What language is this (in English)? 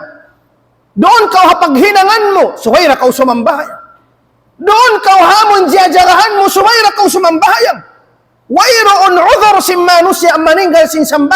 Tausug